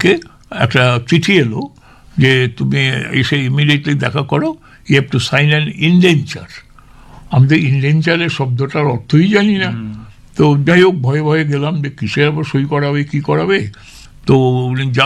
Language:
Bangla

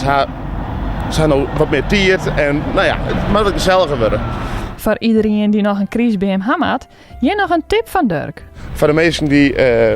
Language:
Western Frisian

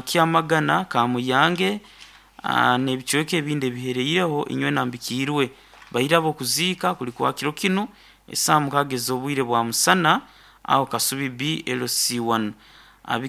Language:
Nyoro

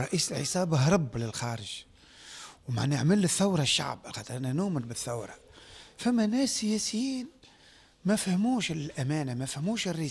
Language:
Tunisian Arabic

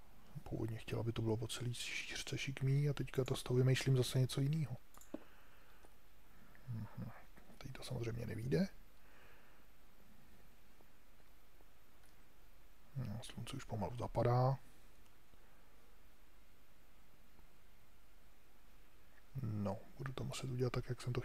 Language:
Czech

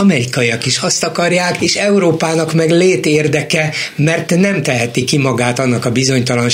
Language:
Hungarian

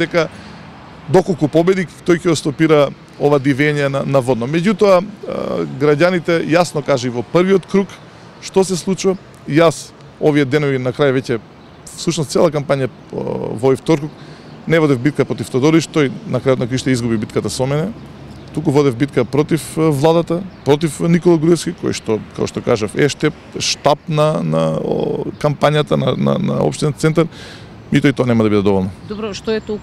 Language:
Macedonian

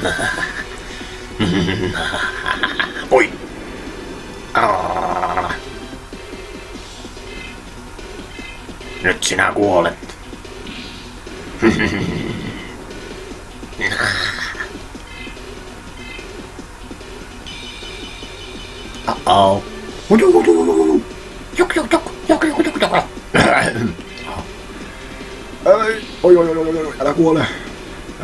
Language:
Finnish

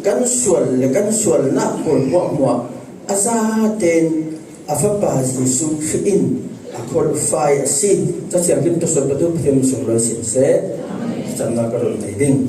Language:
Falam Chin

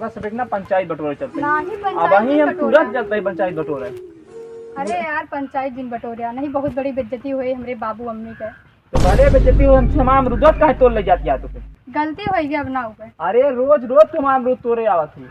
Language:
Awadhi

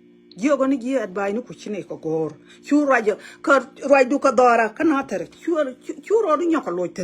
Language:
Nuer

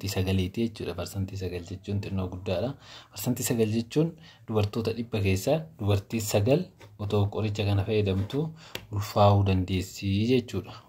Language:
Oromo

